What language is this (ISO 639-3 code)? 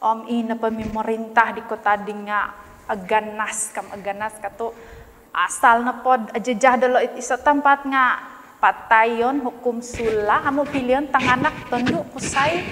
dtp